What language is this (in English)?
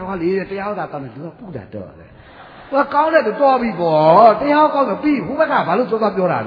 Burmese